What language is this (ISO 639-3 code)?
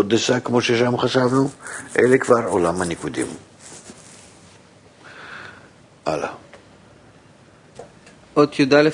heb